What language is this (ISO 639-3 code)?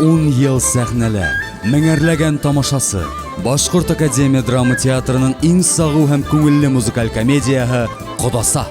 bak